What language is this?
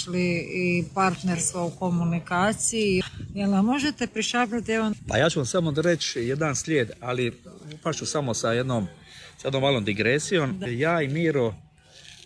Croatian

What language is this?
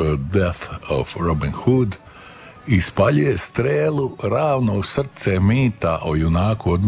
Croatian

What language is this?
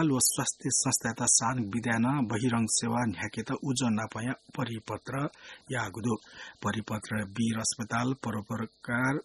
Newari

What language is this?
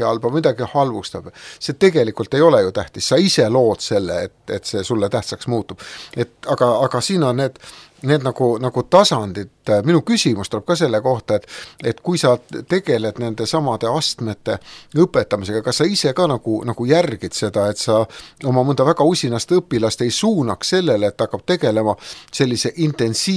Estonian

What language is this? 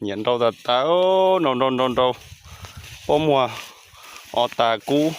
Hmong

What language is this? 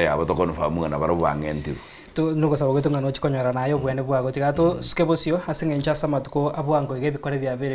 Gusii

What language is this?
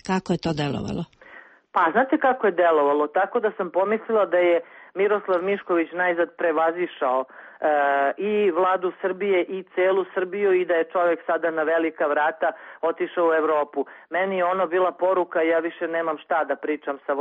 Serbian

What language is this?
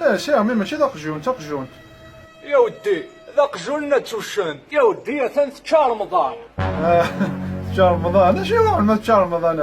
Kabyle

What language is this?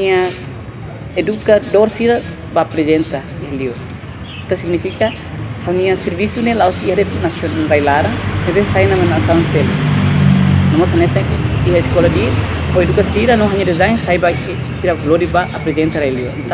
Tetum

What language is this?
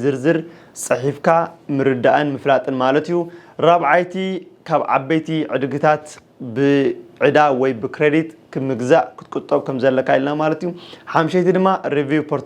Tigrinya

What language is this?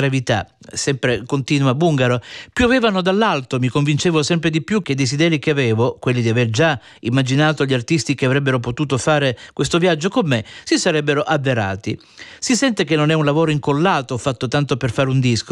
Italian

